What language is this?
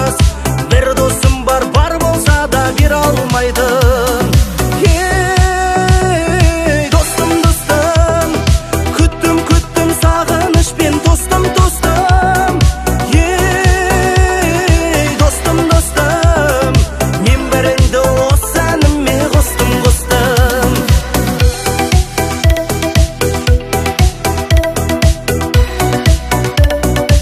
Kazakh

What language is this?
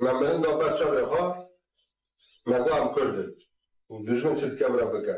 Kurdish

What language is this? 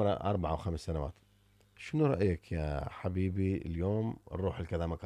Mesopotamian Arabic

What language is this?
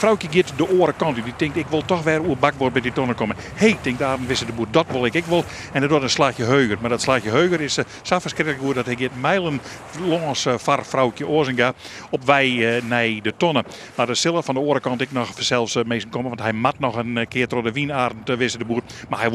Western Frisian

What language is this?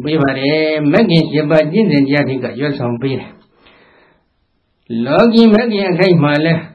Burmese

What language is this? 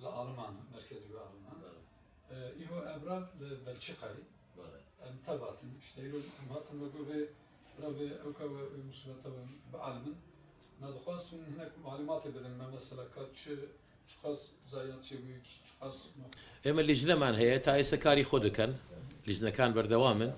Kurdish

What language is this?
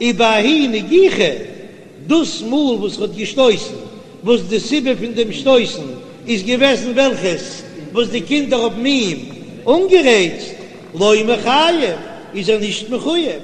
Yiddish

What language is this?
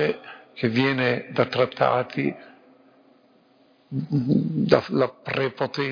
Italian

